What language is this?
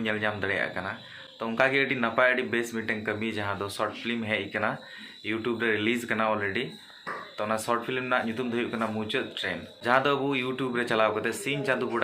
Santali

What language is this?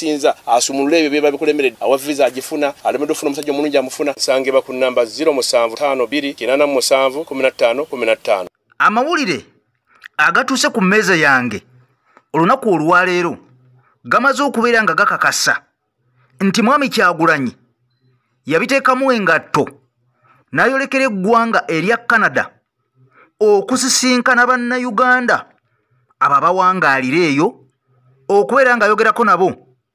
Ganda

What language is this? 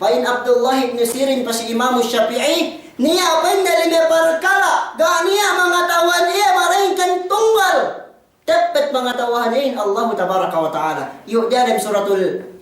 Yakan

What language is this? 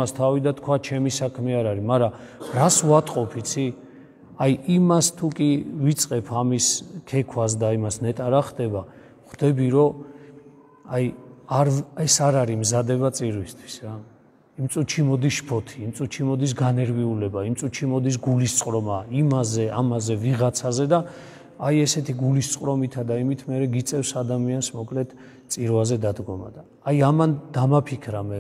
Georgian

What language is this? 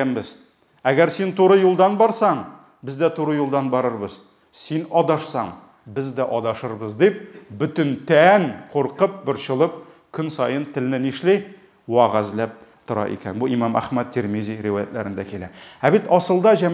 Tatar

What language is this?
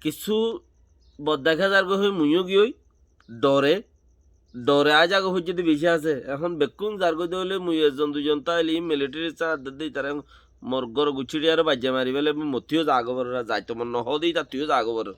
Rohingya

